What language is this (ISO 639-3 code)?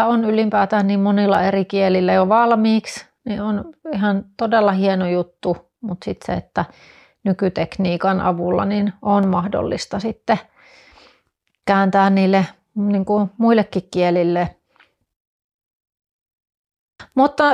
fin